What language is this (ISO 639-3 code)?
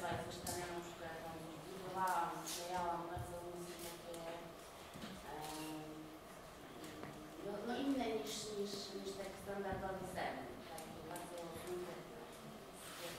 pol